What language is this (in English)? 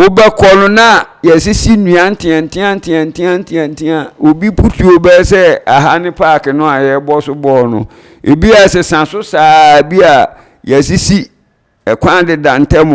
Akan